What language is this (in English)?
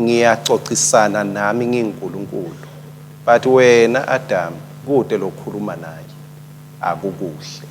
Swati